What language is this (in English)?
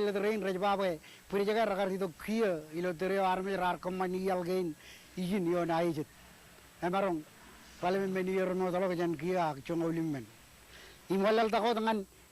Marshallese